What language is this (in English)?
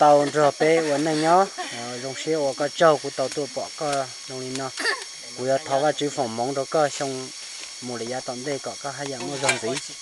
Hmong